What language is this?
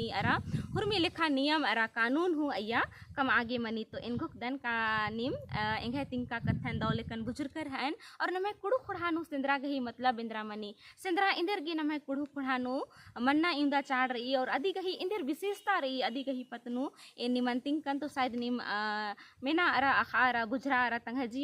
Kurukh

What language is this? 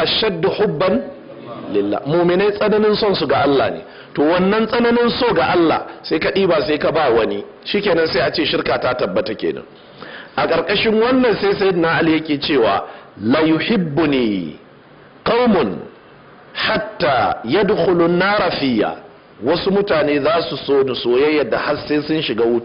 Hausa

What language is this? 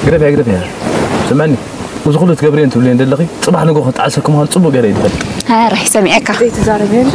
Tigrinya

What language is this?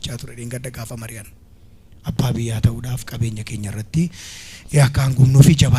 Oromo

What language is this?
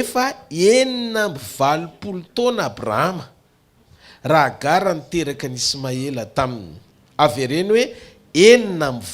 Malagasy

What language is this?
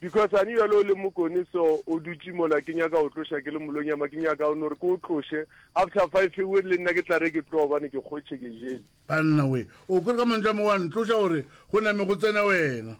Northern Sotho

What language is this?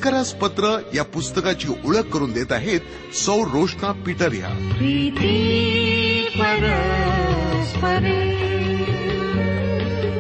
Marathi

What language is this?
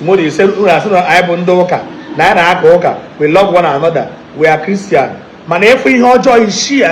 Igbo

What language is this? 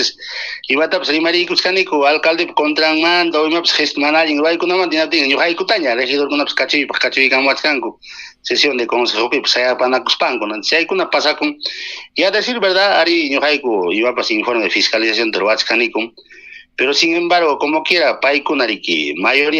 Ayacucho Quechua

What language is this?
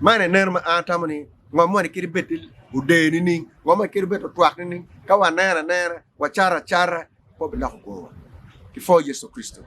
Acoli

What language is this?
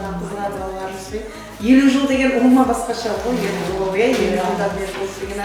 Kara-Kalpak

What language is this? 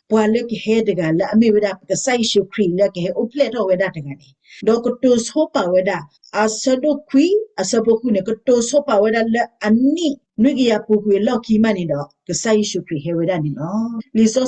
S'gaw Karen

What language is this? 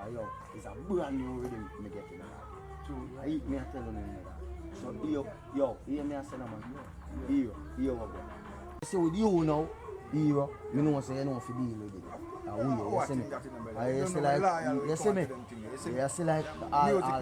Jamaican Creole English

